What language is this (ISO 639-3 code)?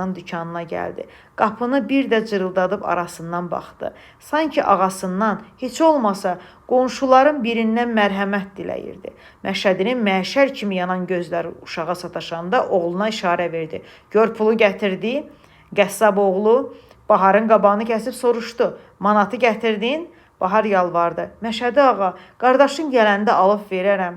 aze